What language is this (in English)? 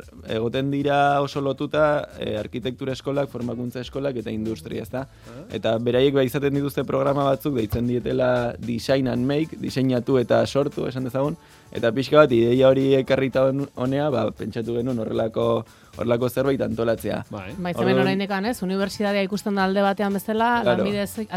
Basque